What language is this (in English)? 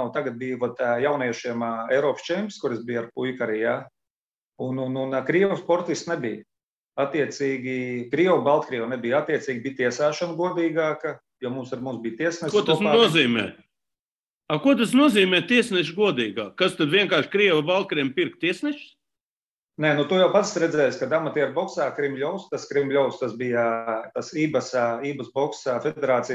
Latvian